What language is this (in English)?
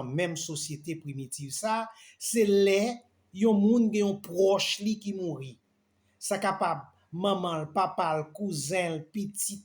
Haitian Creole